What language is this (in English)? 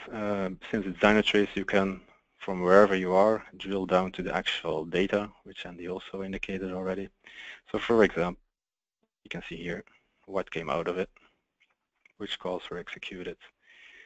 English